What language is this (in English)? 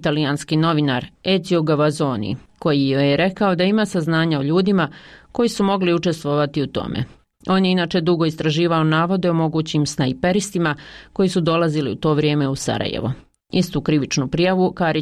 Bosnian